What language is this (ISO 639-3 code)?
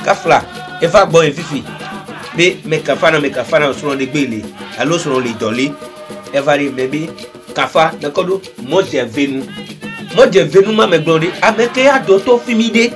ewe